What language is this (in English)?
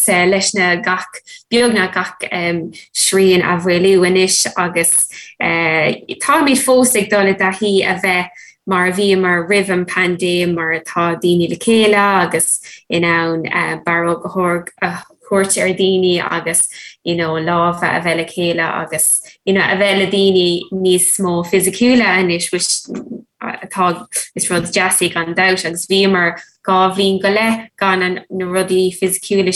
Irish